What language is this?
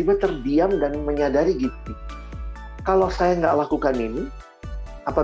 Indonesian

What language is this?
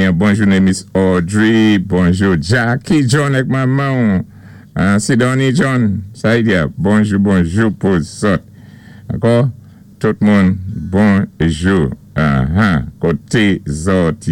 Saint Lucian Creole French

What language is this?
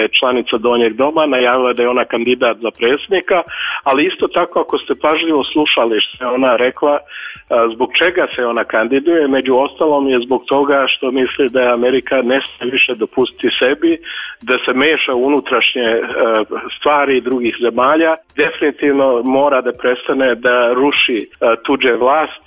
Serbian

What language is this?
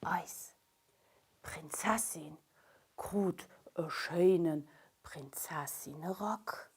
Luxembourgish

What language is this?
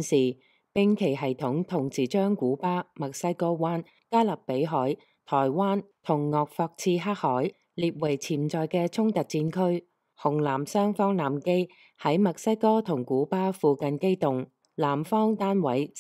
Cantonese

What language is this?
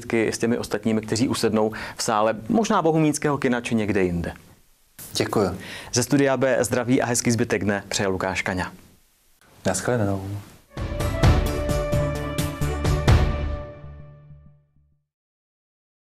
Czech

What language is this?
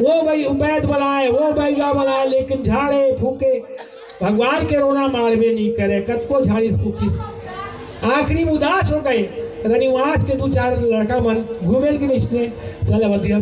Chhattisgarhi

